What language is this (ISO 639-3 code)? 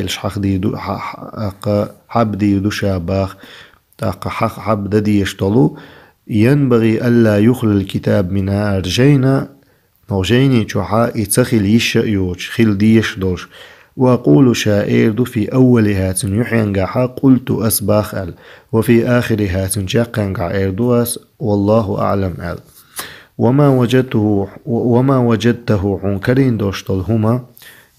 che